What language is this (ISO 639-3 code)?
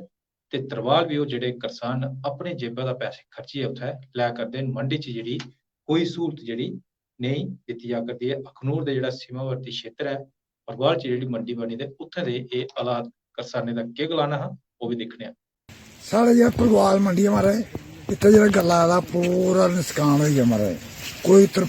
doi